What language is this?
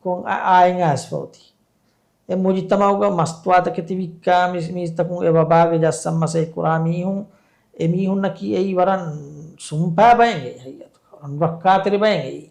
Divehi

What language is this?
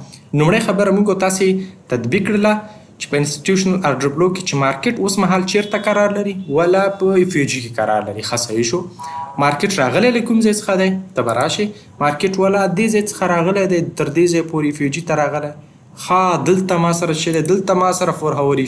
Pashto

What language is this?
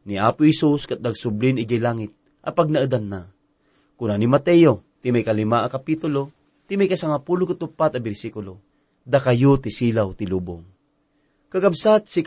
Iloko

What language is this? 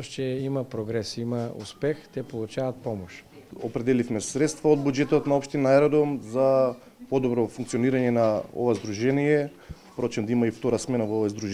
Macedonian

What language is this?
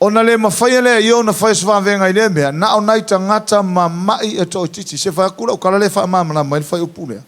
Samoan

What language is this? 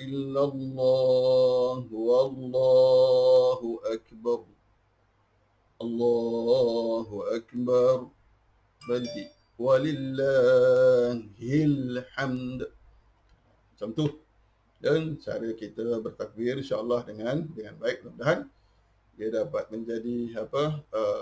Malay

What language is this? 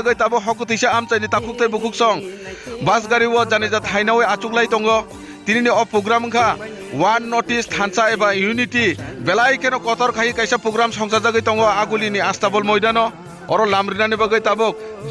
Kok Borok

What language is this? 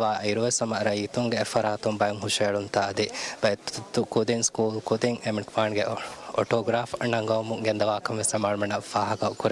Divehi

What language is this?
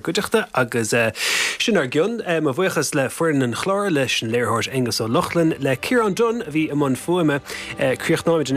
Irish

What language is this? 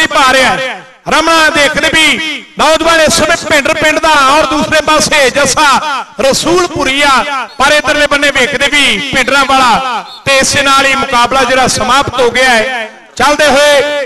Punjabi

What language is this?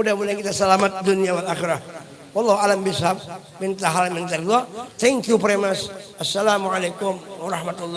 Banjar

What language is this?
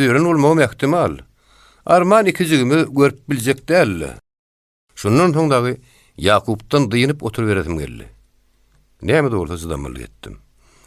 Turkmen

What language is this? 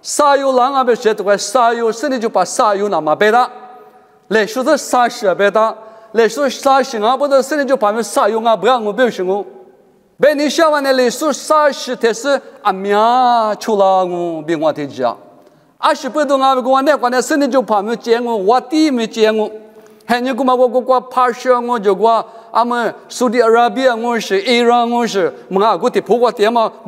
Lisu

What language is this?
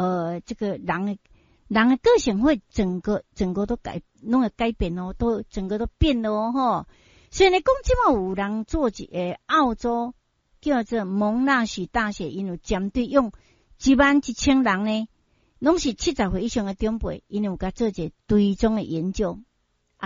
Min Nan Chinese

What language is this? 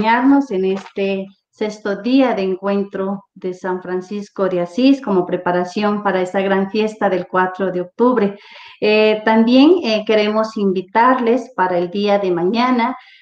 Spanish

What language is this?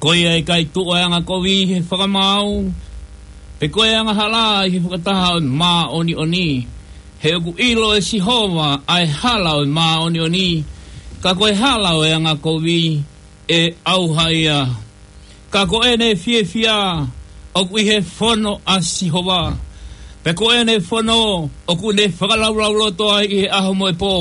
Tongan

